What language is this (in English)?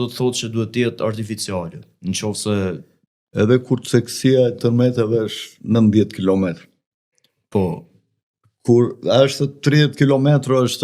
Albanian